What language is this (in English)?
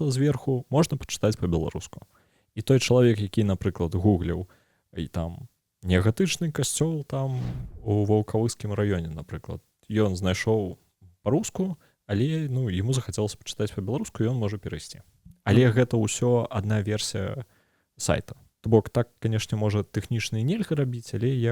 Belarusian